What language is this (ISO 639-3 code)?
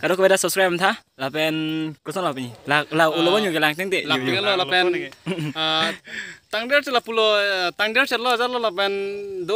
mjw